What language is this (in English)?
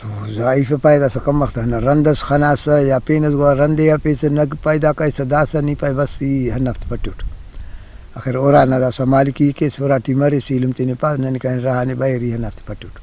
Brahui